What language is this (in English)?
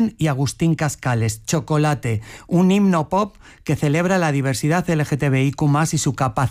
Spanish